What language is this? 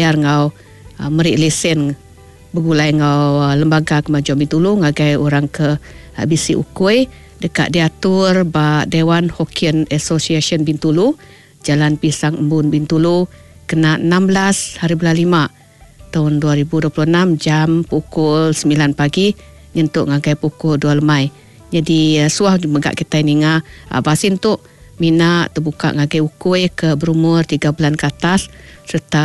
Iban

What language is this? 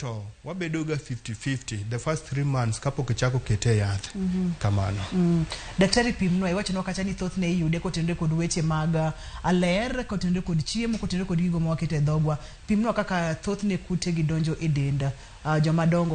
Luo (Kenya and Tanzania)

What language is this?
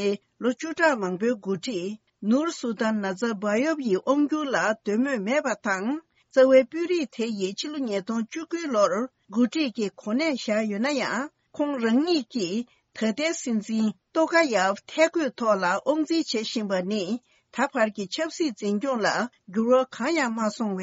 Tibetan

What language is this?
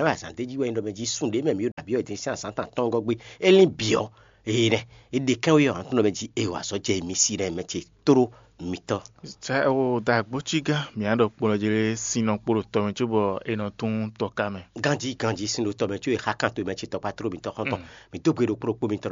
Fon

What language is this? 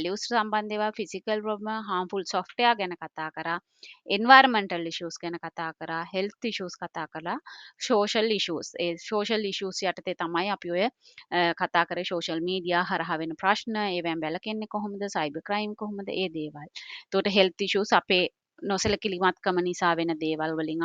Sinhala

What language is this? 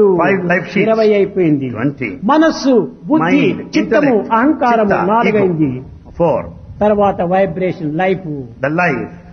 Telugu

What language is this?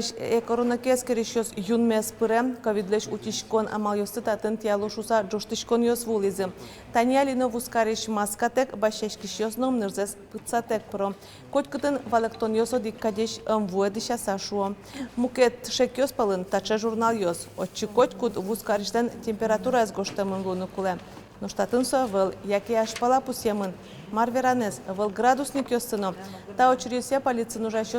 Udmurt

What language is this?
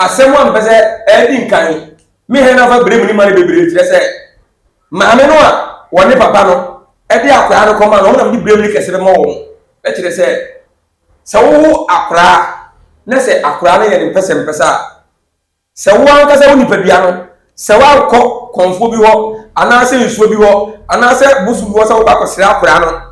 Akan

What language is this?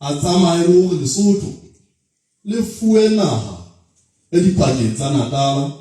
Southern Sotho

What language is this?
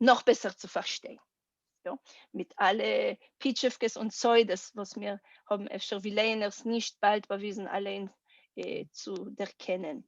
Yiddish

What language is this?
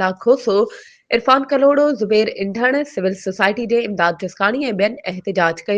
Sindhi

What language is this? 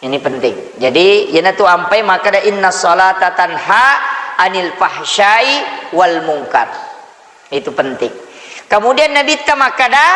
Buginese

